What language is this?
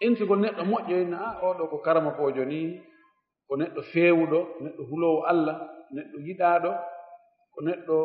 Fula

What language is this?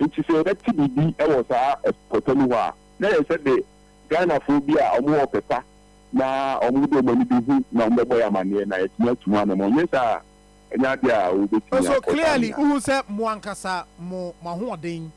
Akan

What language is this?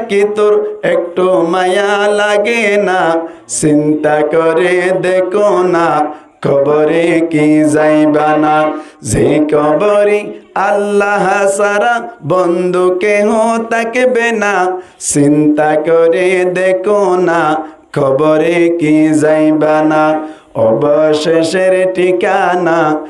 Rohingya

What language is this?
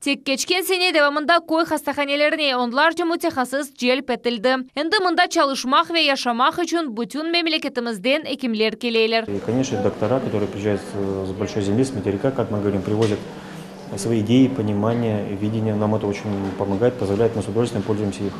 Crimean Tatar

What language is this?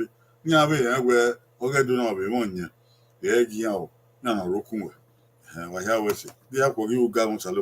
Bini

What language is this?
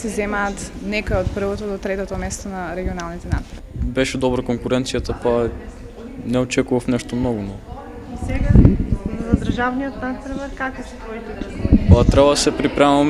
Macedonian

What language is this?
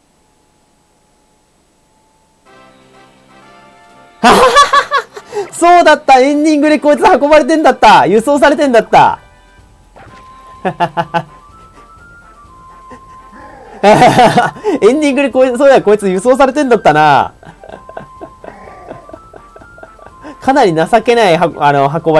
Japanese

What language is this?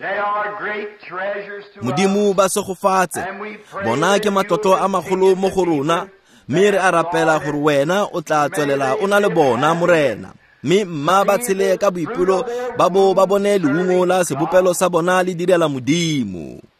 Tswana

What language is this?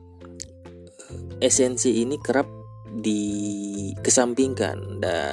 Indonesian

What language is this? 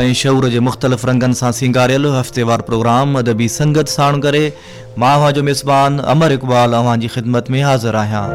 Sindhi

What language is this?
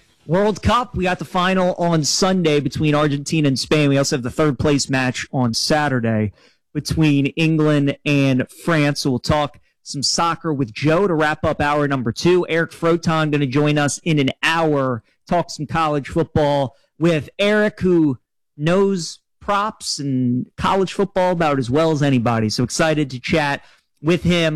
English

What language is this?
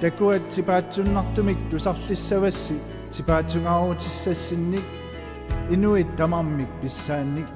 Kalaallisut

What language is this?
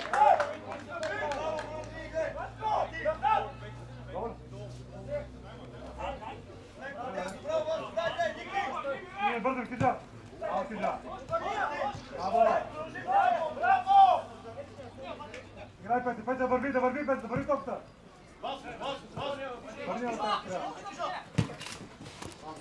Bulgarian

